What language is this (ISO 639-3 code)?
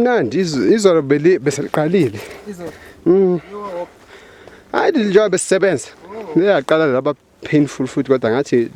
zul